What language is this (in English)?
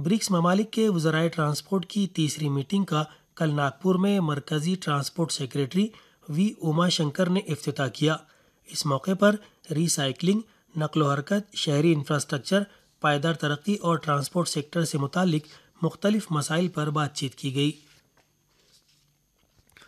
Urdu